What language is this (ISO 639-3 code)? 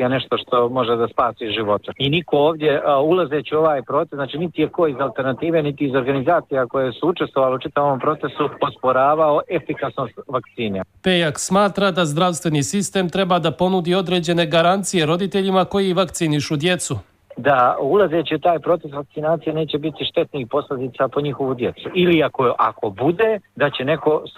srp